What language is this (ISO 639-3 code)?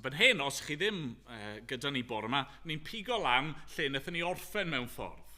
cym